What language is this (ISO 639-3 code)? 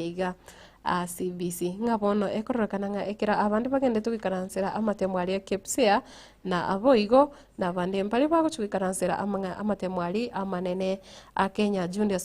guz